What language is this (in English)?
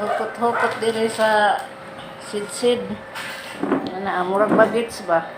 Cebuano